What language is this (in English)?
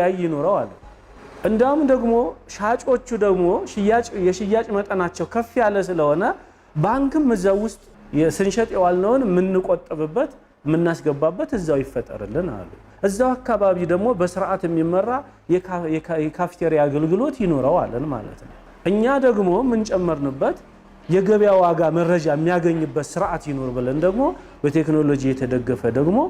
Amharic